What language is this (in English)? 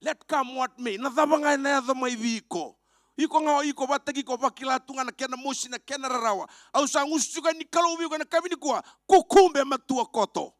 Fijian